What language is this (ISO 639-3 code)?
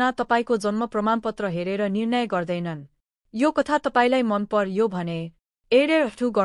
nep